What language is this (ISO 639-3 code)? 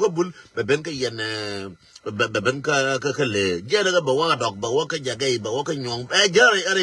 nus